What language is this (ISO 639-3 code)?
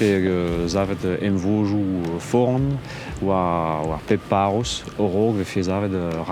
bre